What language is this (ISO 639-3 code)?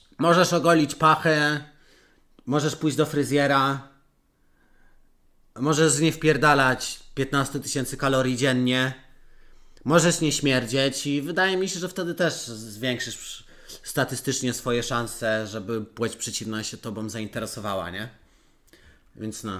pol